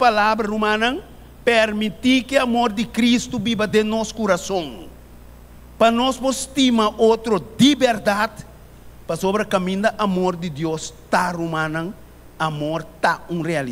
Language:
Papiamento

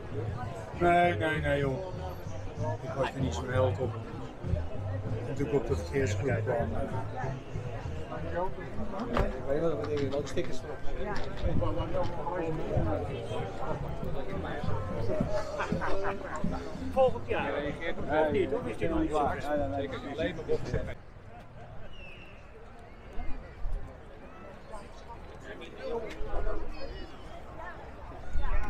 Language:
Dutch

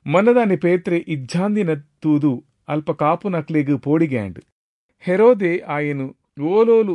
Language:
Tulu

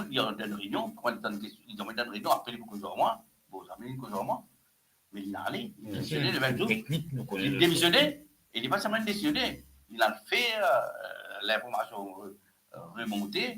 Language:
Morisyen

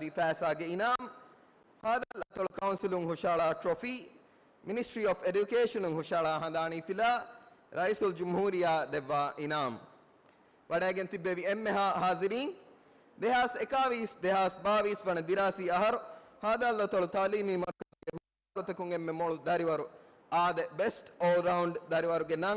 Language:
Divehi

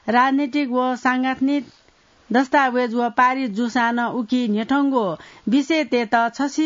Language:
Newari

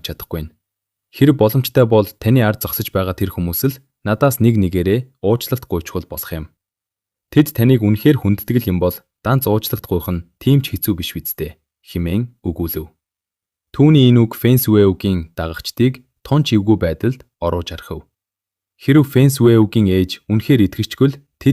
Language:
Mongolian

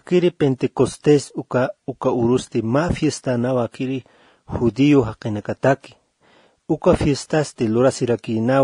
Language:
Aymara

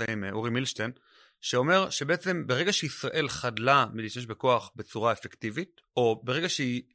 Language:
Hebrew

